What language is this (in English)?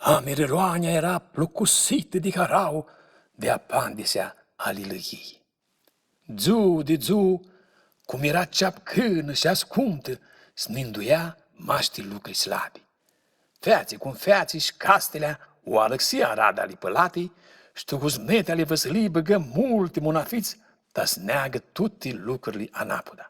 Aromanian